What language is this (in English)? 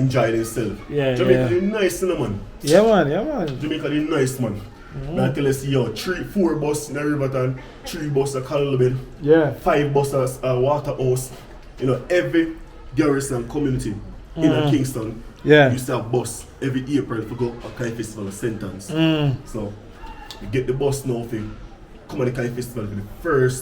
Jamaican Creole English